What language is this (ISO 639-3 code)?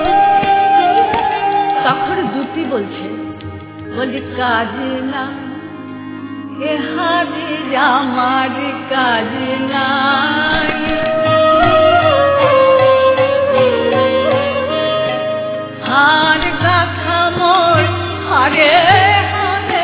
ben